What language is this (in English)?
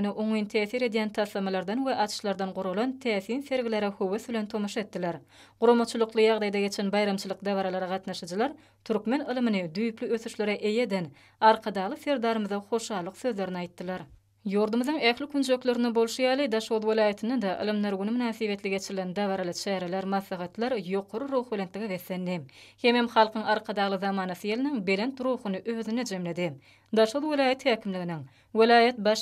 Turkmen